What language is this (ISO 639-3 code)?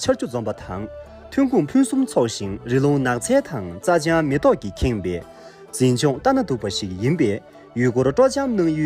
bod